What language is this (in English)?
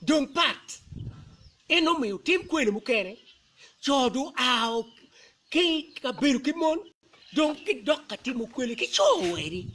Acoli